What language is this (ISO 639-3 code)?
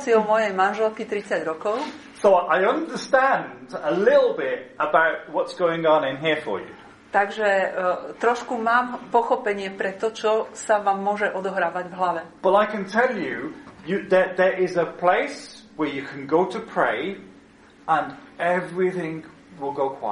slk